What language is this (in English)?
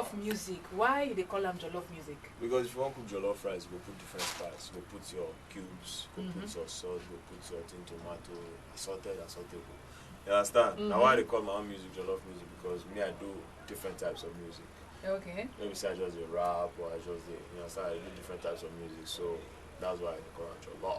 Nigerian Pidgin